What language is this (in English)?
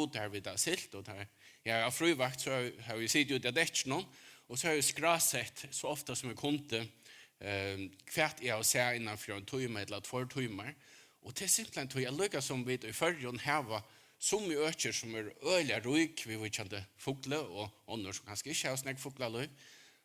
Faroese